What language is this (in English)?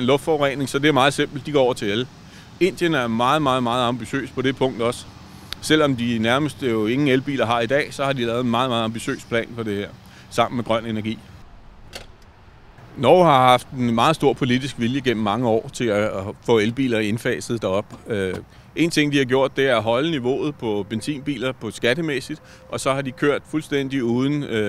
Danish